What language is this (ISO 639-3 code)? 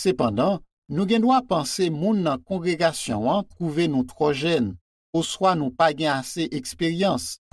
hat